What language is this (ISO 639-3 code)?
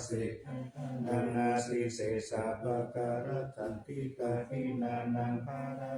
pli